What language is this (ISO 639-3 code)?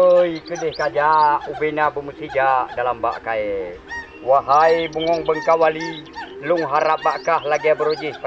ace